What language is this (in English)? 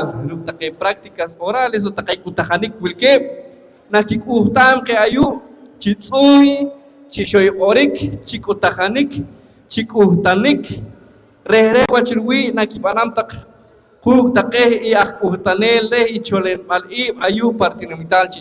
Poqomchi'